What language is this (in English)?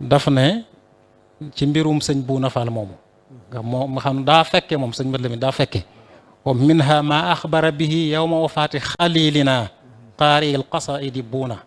Wolof